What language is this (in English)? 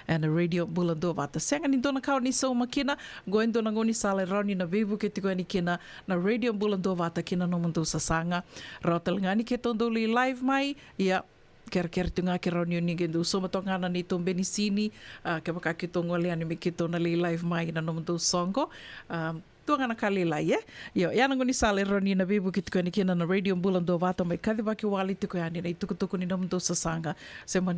Fijian